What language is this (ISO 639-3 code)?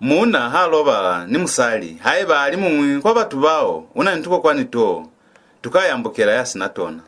loz